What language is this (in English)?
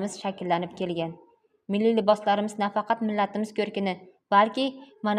Uzbek